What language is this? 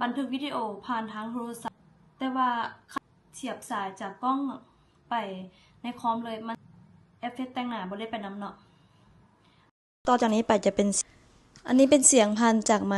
Lao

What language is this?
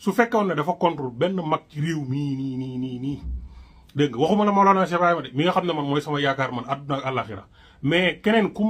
Wolof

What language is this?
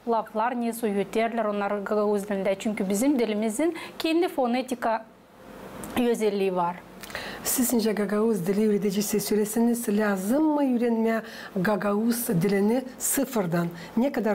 Gagauz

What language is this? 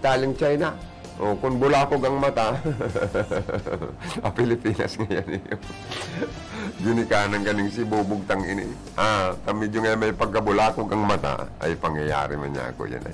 Bikol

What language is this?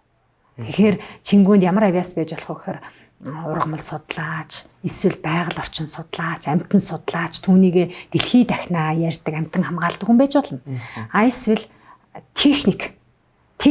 Mongolian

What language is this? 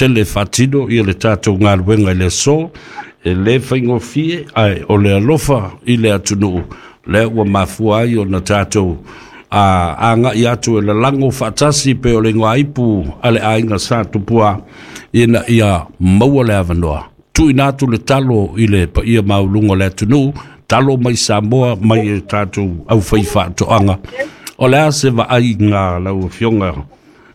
Samoan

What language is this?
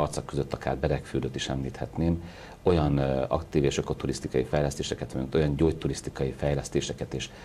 Hungarian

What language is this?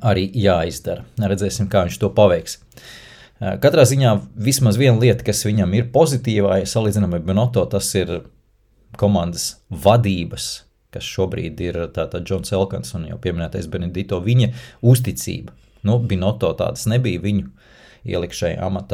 Latvian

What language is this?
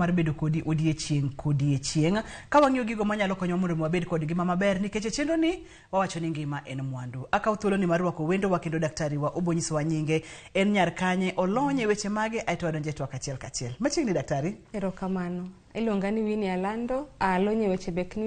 Luo (Kenya and Tanzania)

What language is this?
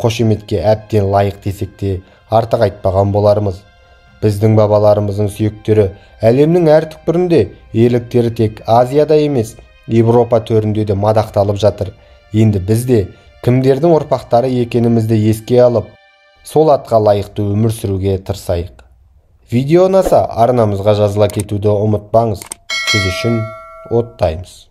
Kazakh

